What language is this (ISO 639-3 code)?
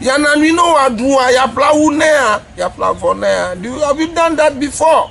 ewe